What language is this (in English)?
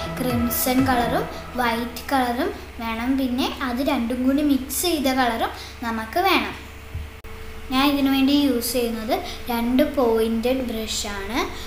Malayalam